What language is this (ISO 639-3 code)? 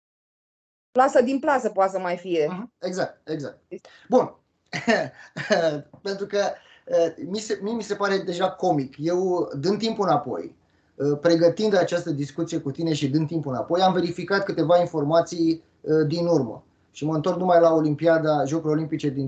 ron